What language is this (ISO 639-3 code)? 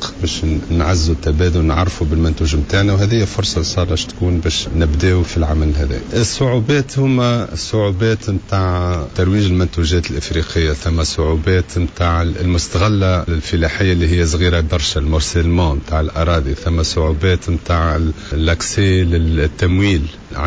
aeb